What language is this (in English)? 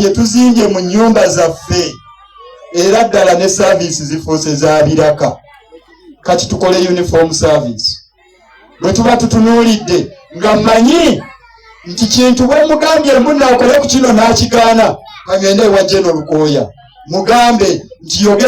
Ganda